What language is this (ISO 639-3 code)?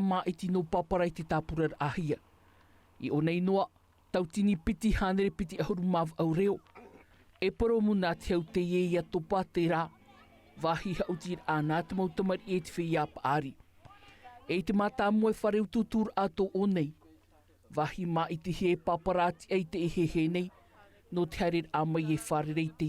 tah